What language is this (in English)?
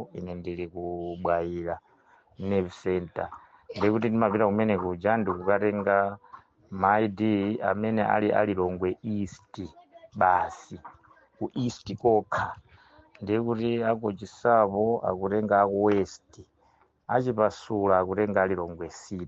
Nyanja